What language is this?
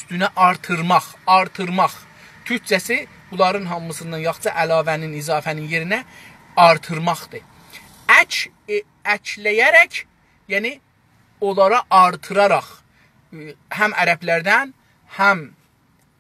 South Azerbaijani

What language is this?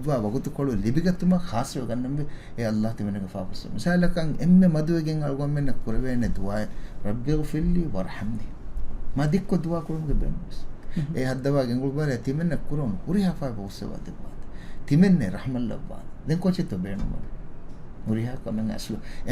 Divehi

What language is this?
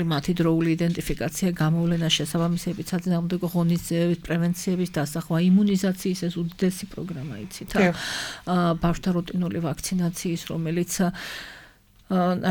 Georgian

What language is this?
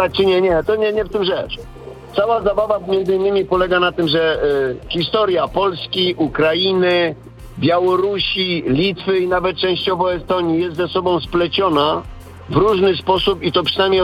Polish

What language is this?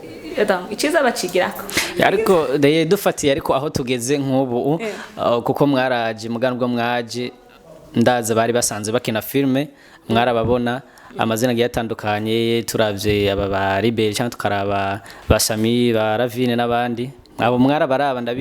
Rundi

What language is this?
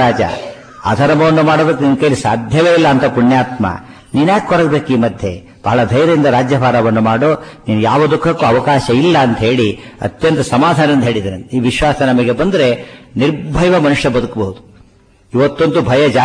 Kannada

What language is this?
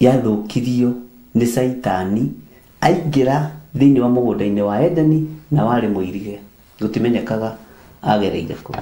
Kikuyu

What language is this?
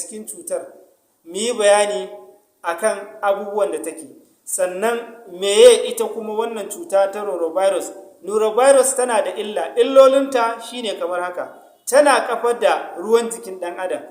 Hausa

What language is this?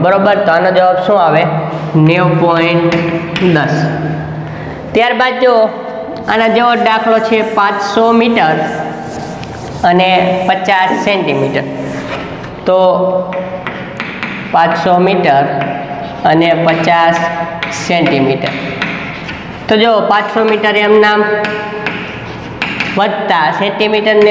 Gujarati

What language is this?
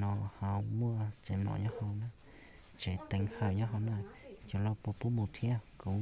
Hmong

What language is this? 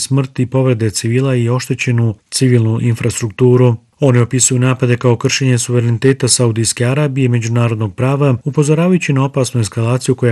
Bosnian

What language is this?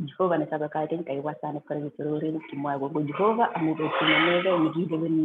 Kalenjin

